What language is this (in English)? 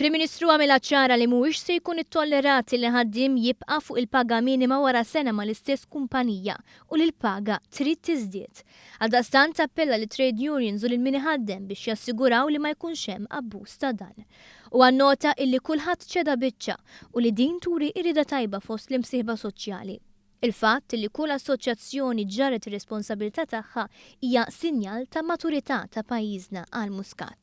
Maltese